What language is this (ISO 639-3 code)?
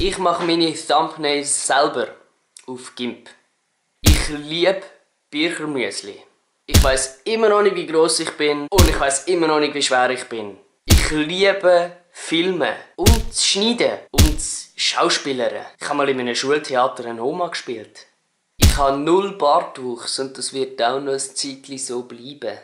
gsw